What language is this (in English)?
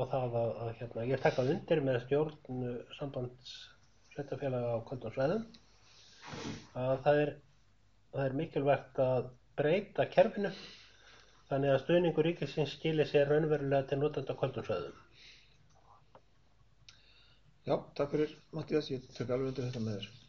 Icelandic